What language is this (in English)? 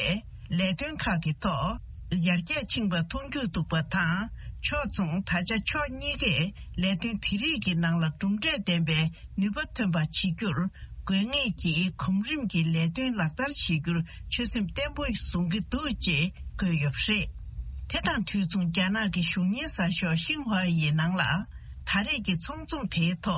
Tibetan